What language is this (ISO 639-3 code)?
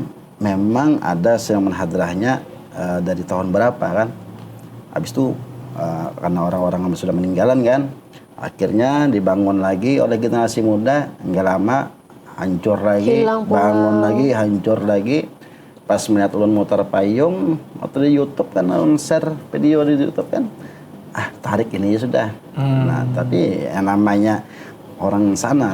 bjn